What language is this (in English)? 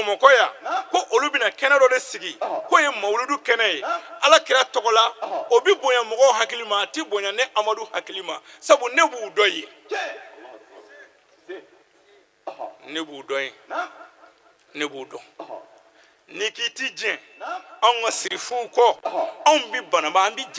Bambara